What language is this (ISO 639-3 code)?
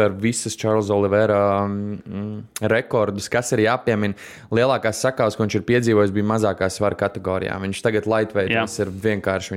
lav